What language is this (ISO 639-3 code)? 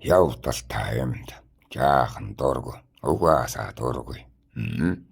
mon